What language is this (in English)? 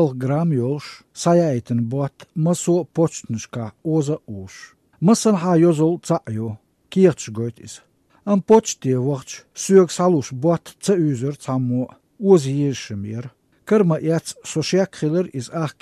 Chechen